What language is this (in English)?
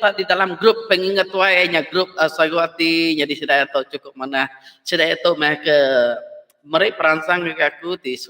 Iban